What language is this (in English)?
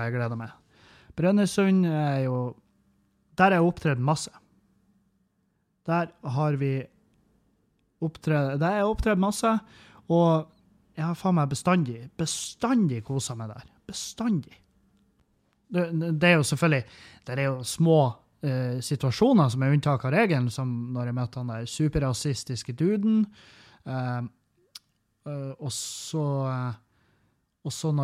Norwegian